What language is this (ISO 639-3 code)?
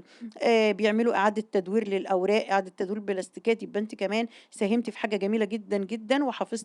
arz